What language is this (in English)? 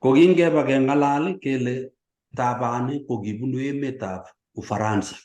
Kalenjin